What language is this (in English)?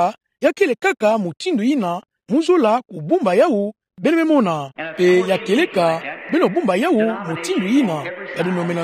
Kituba (Democratic Republic of Congo)